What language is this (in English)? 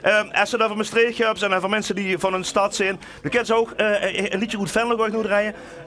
Limburgish